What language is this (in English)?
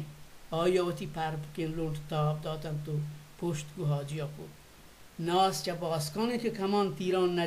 Baluchi